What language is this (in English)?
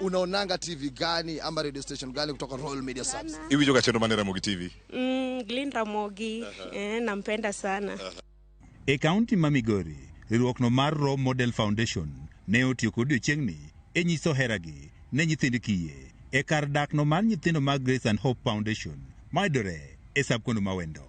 Luo (Kenya and Tanzania)